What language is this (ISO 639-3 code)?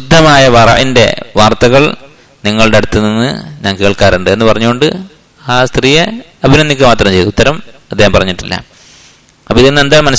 mal